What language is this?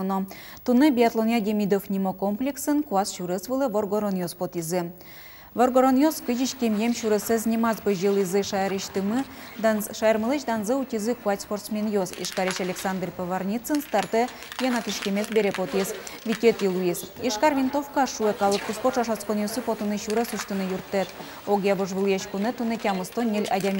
Udmurt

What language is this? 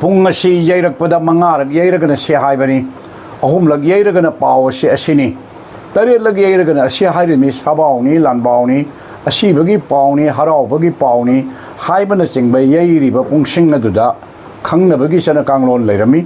Manipuri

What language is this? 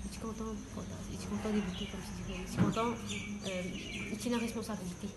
Morisyen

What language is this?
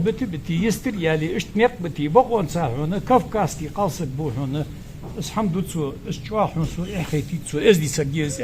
Ingush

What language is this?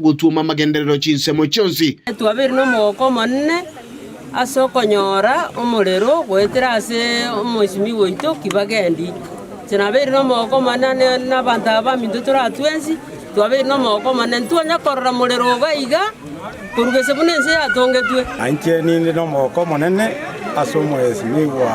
Gusii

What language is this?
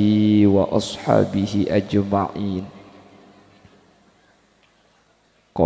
Madurese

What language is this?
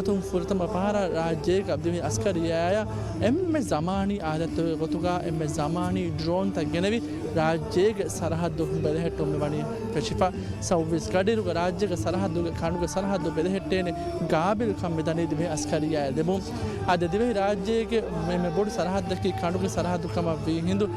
Divehi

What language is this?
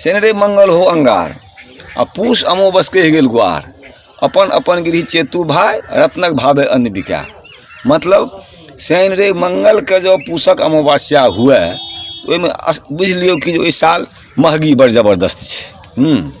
Maithili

